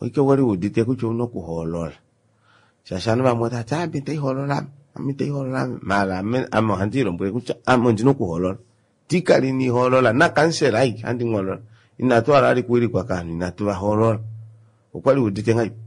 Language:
Kuanyama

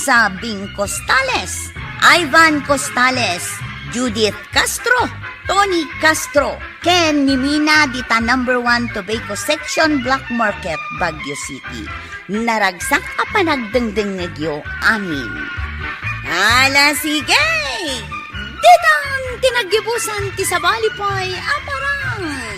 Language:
Iloko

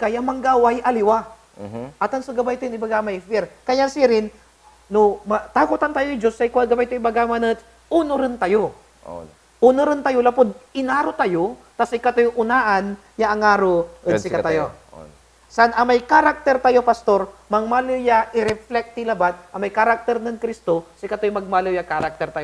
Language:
Pangasinan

